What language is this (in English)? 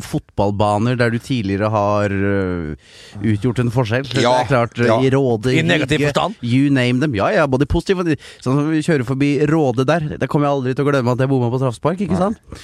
Norwegian